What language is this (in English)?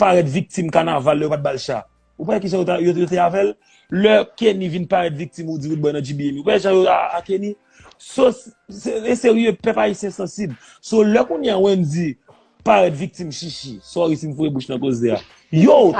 Haitian Creole